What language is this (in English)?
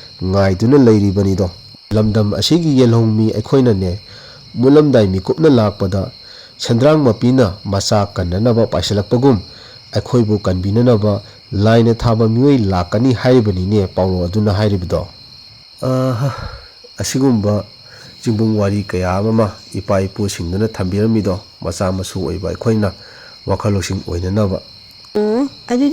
Manipuri